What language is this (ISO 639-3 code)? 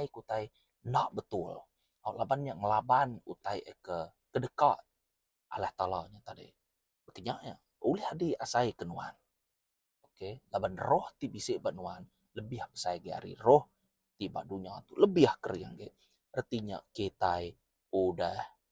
iba